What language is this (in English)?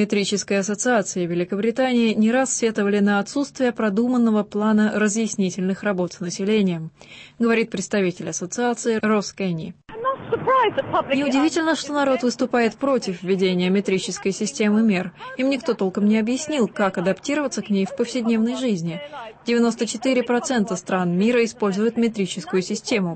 Russian